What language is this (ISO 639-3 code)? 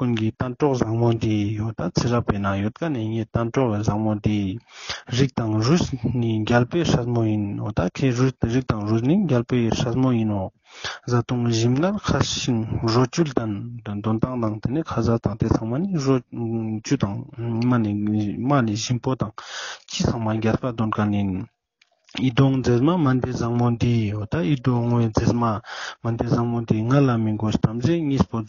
lbj